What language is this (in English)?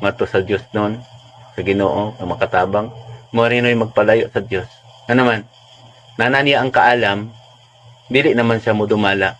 Cebuano